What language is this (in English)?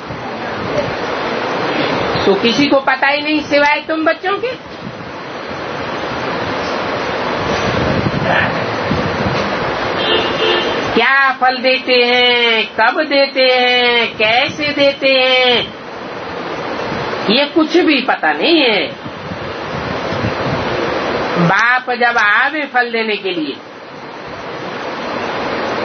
Hindi